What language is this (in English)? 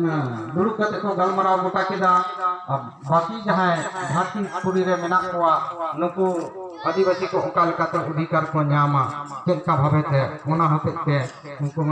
Santali